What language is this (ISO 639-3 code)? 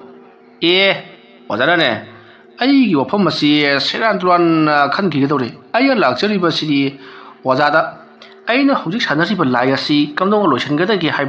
mni